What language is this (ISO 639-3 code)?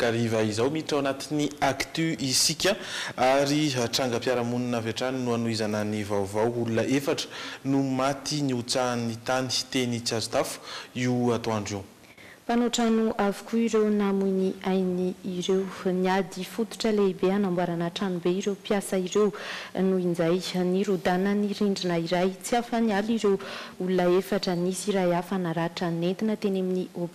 mlg